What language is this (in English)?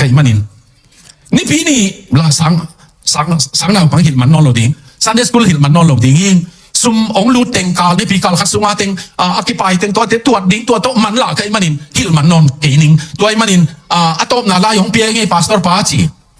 Tedim Chin